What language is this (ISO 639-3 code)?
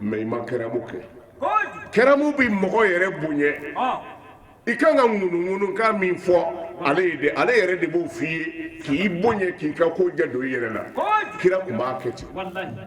bam